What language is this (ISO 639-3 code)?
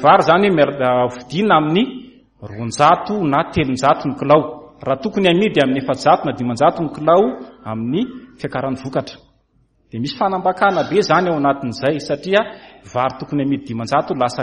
mlg